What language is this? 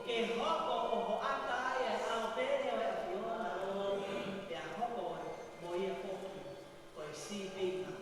Tongan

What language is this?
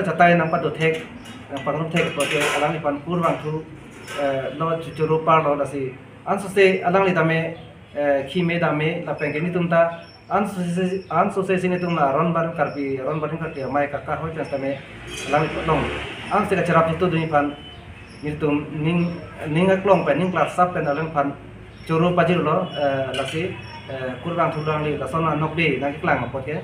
Karbi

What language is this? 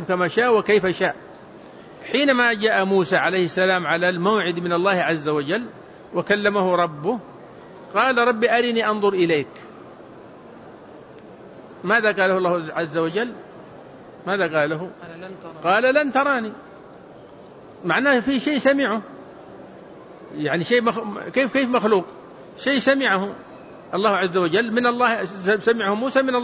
Arabic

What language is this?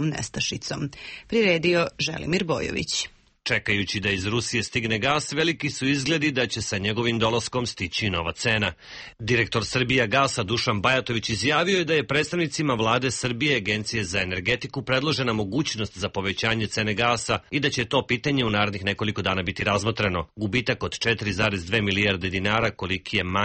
Serbian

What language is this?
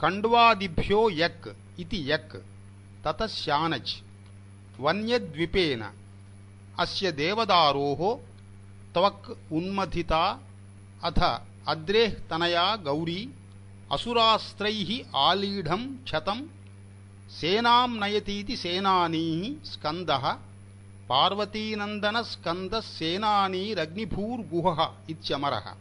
Sanskrit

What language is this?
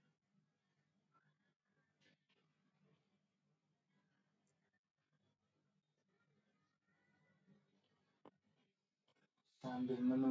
Indonesian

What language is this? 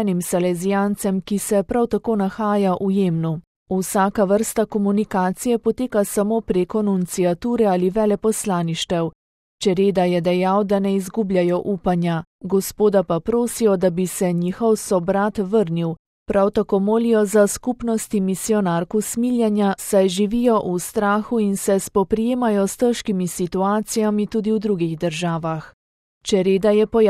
Slovenian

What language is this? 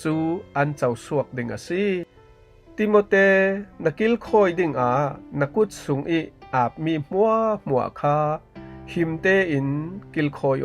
Falam Chin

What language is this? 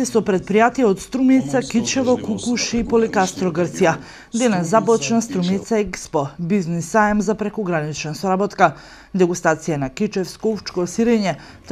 Macedonian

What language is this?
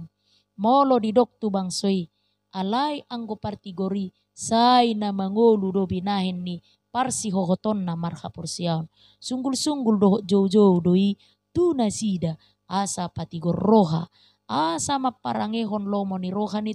Batak Toba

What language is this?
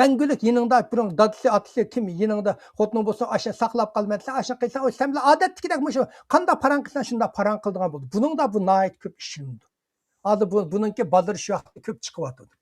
Uyghur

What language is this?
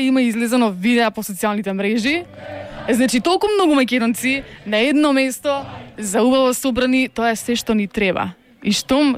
Macedonian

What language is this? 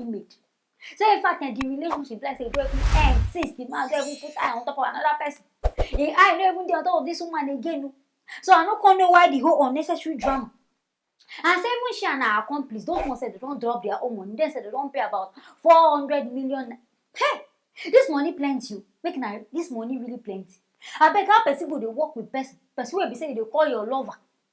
Nigerian Pidgin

